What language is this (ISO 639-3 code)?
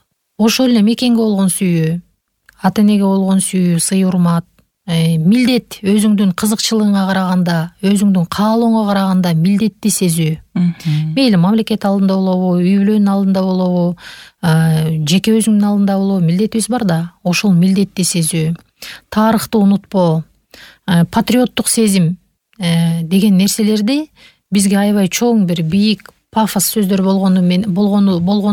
kir